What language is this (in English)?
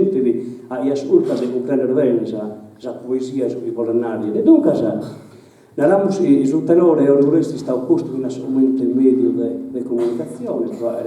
Sardinian